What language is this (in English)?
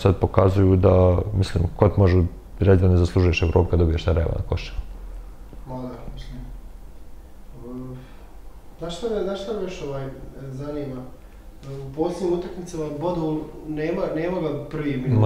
Bosnian